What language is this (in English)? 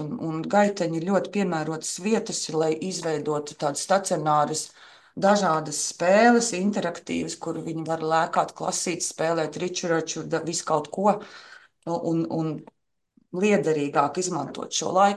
Latvian